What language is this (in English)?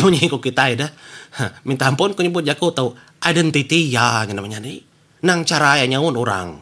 Iban